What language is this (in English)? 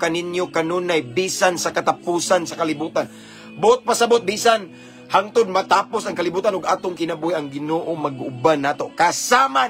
Cebuano